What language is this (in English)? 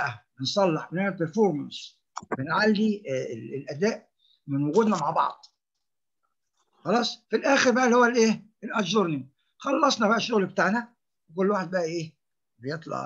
Egyptian Arabic